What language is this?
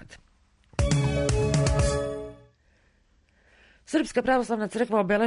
Serbian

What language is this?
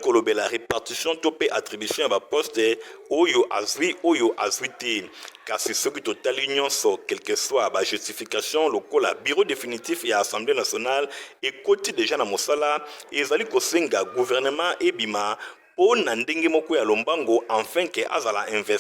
Lingala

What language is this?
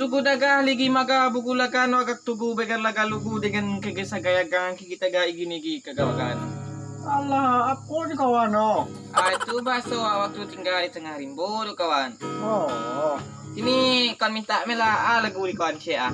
Minangkabau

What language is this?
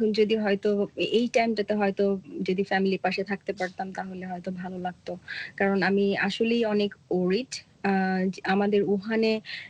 Bangla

